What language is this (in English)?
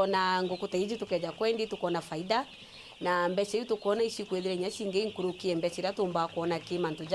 Meru